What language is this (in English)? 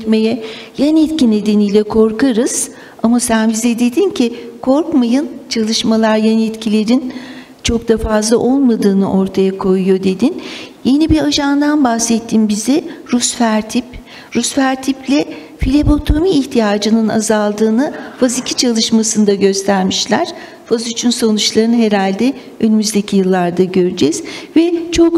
Turkish